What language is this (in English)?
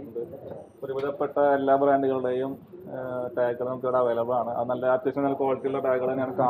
Malayalam